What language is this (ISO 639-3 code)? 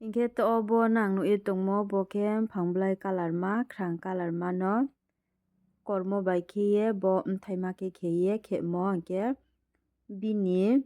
ria